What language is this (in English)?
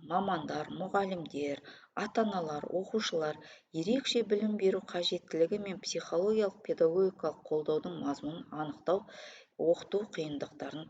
Kazakh